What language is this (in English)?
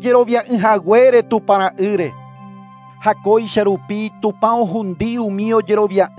Guarani